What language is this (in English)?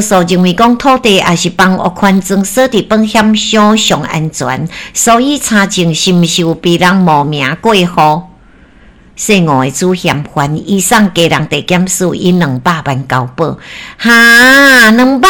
Min Nan Chinese